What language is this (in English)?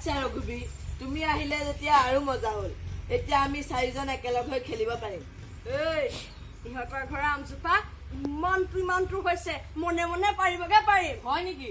Assamese